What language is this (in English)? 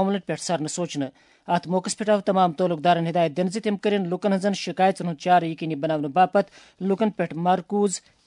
Kashmiri